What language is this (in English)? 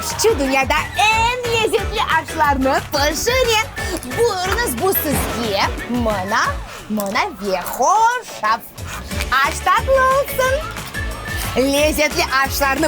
Crimean Tatar